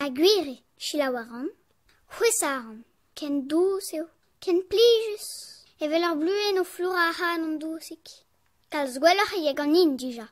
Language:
Breton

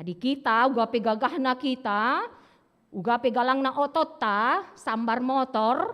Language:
Batak Karo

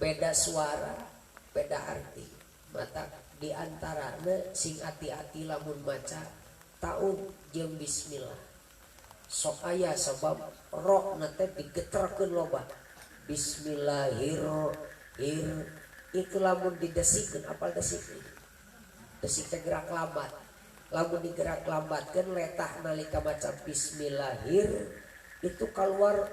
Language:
Sundanese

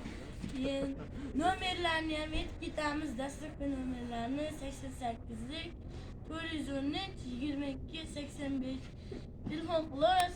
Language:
Uzbek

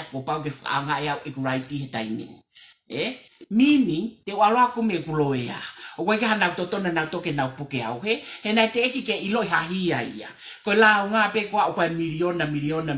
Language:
Tongan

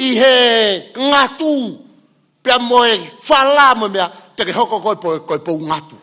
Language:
Tongan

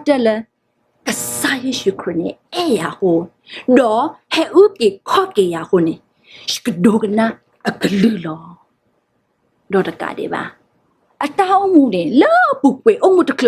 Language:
S'gaw Karen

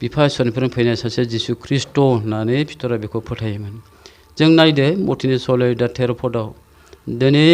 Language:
Bodo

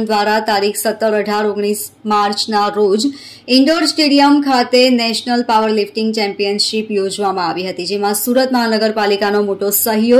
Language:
Gujarati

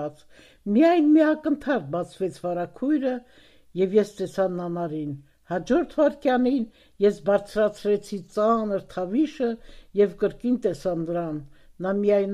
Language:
Armenian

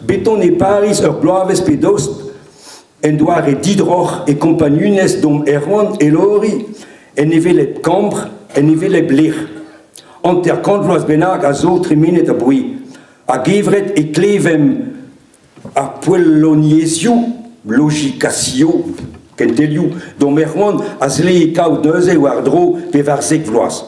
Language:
Breton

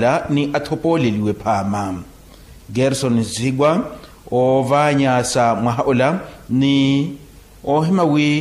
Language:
Makhuwa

